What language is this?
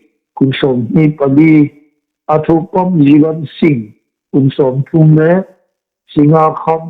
Hmar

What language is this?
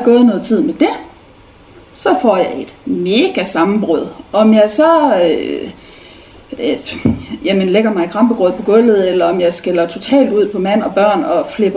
Danish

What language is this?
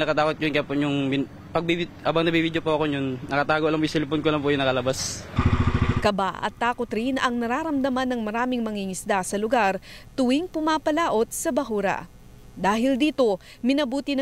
Filipino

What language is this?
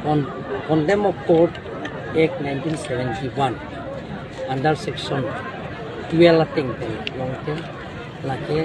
Karbi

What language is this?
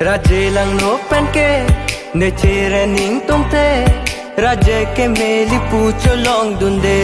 Karbi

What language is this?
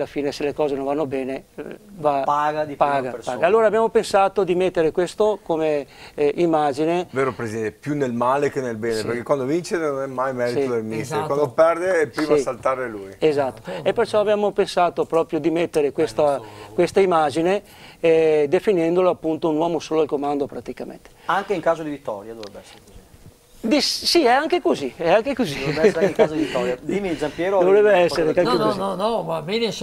Italian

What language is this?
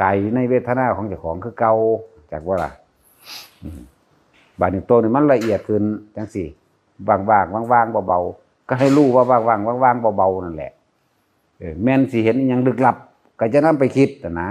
Northeastern Thai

